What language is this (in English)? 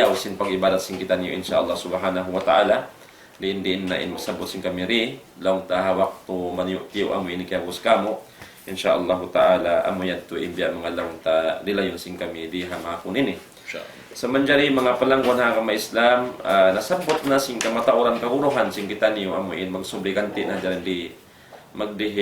Tausug